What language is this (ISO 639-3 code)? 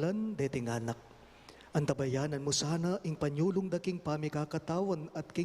pam